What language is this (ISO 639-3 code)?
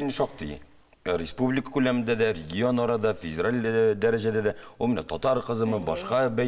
tat